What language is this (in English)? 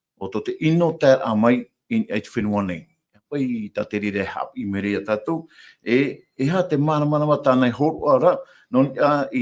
Tahitian